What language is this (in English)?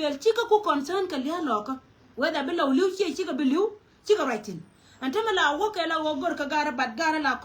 Nuer